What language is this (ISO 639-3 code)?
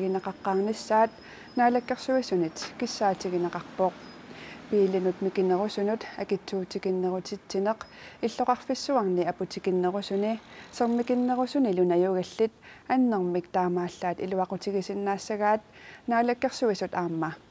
kal